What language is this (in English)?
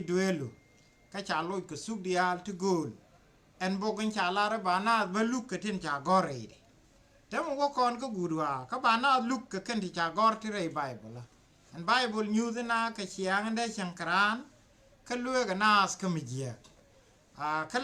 Nuer